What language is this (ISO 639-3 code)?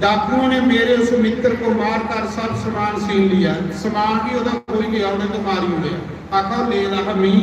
doi